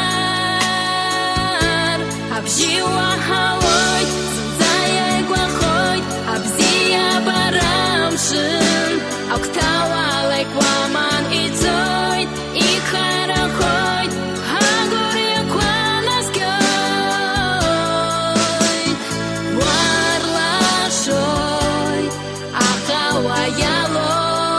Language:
Abkhazian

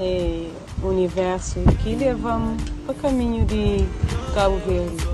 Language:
Kabuverdianu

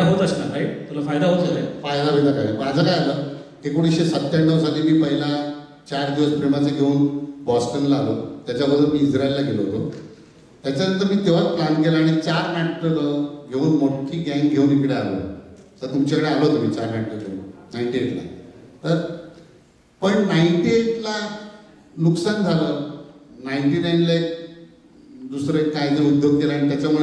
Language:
Marathi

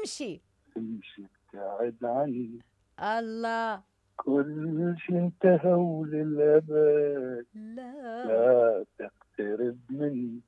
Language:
Mesopotamian Arabic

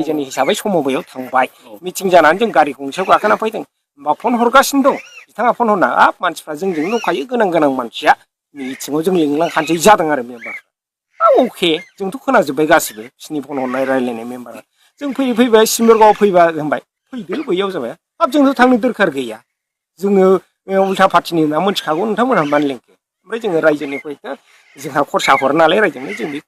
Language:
Bodo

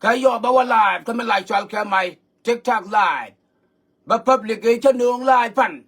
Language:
Nuer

